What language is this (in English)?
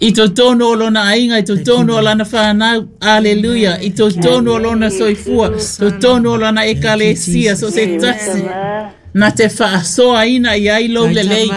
Samoan